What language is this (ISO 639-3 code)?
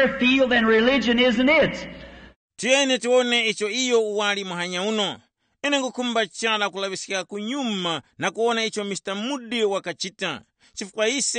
tum